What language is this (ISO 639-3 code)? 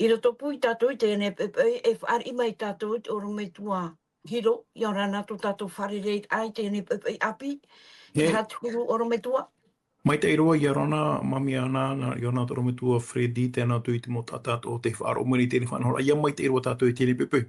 tah